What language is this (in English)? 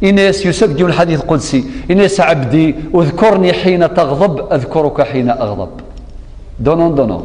Kabyle